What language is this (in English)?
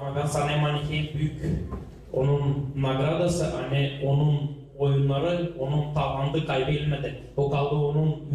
Gagauz